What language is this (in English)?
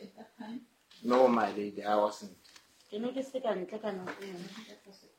Southern Sotho